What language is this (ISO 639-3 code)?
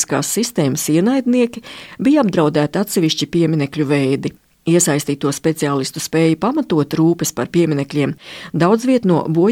lav